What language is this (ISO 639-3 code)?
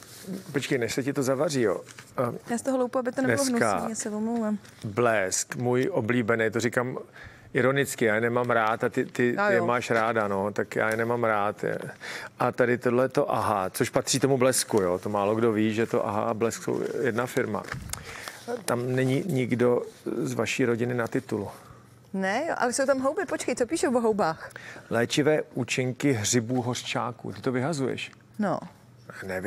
ces